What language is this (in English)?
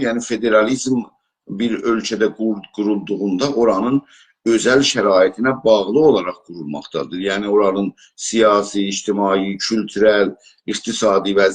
South Azerbaijani